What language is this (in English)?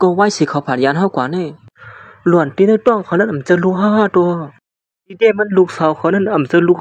Shan